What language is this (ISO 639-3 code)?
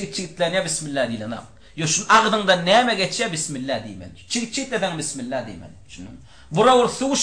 tuk